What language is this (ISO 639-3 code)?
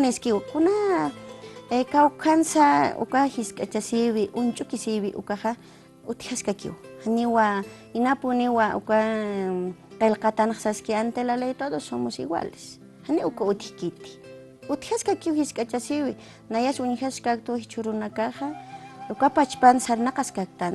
aym